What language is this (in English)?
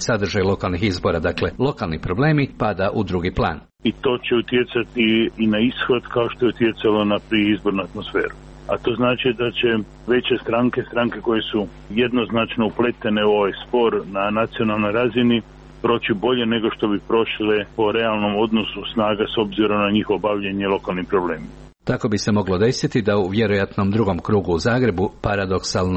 Croatian